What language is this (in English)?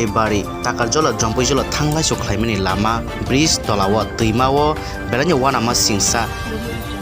Kok Borok